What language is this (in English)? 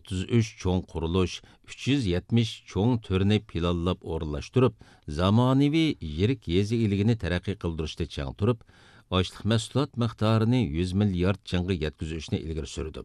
Uyghur